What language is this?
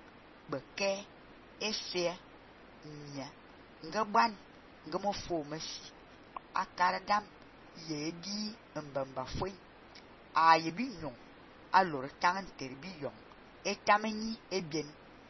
Fang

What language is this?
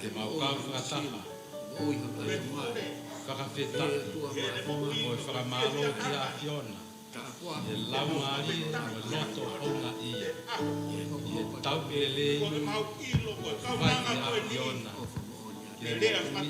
Tongan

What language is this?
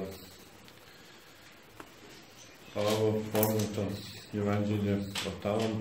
Serbian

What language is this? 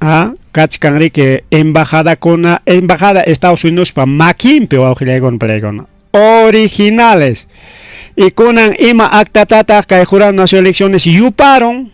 Ayacucho Quechua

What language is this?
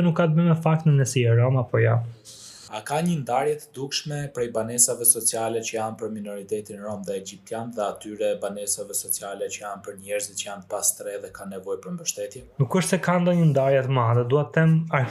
Albanian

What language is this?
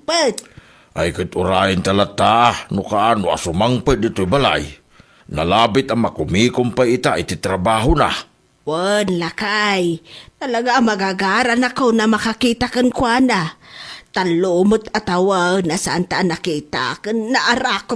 Iloko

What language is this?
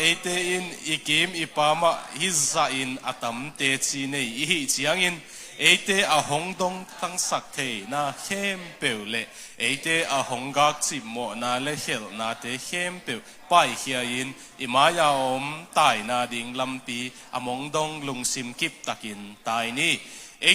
Tedim Chin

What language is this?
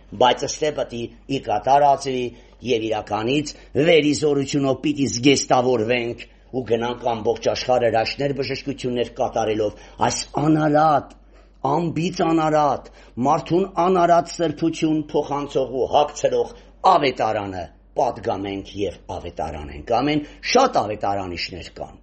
Armenian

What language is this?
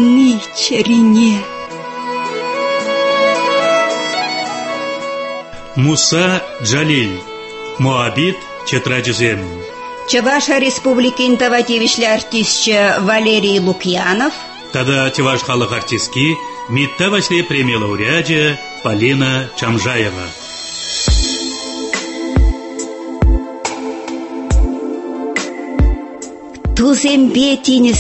Tatar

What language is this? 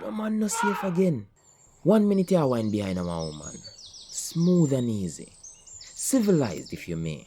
Jamaican Creole English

